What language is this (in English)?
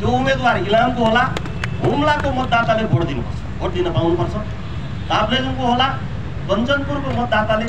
Nepali